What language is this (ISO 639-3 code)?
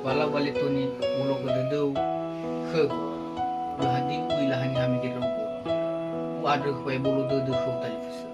nia